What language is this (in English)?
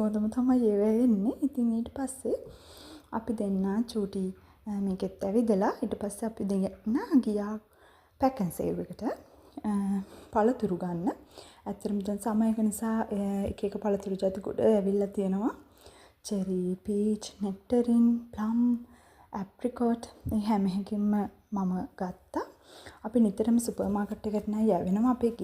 Sinhala